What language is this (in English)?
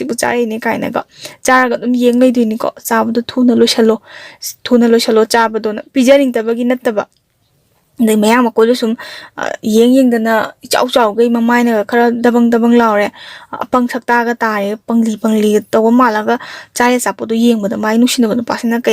Manipuri